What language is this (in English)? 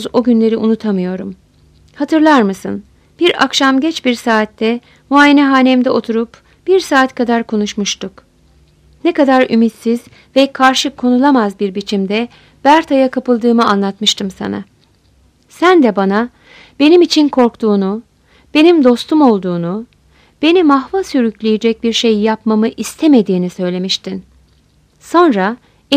Turkish